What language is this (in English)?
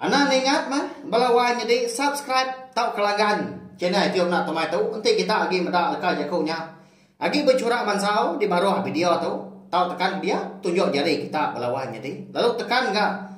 Iban